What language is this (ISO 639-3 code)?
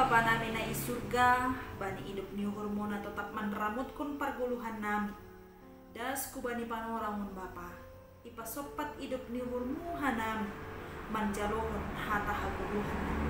bts